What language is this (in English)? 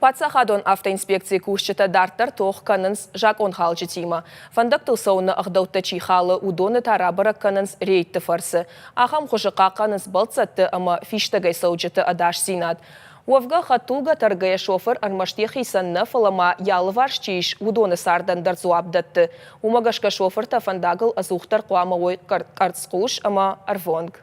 Ossetic